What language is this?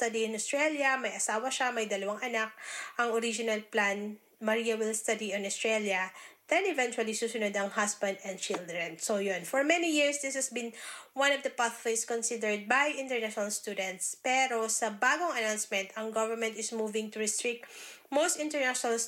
Filipino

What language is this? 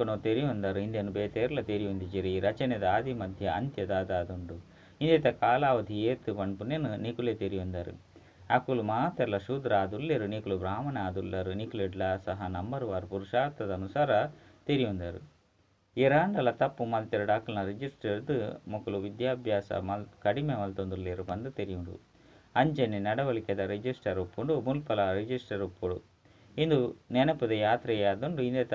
Tulu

